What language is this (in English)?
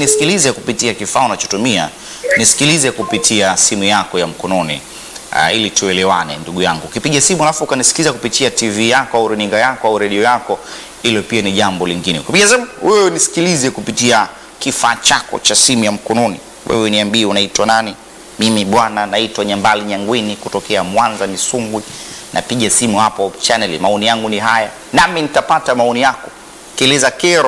Swahili